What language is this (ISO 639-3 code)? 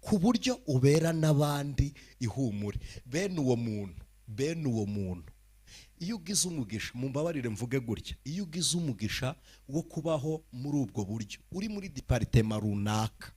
kin